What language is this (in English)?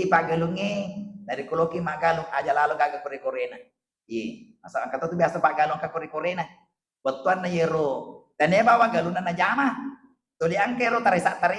Buginese